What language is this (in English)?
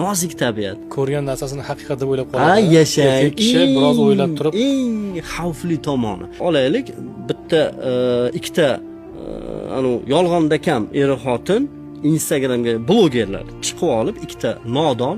Uzbek